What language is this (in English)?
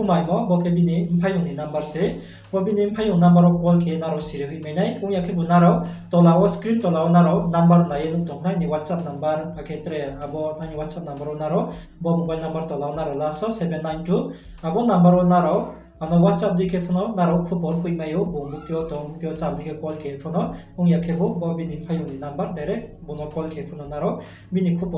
Riang (India)